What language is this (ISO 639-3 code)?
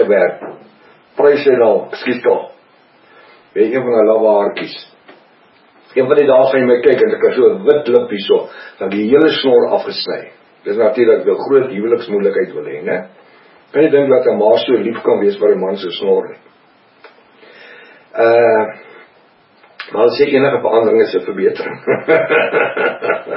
afr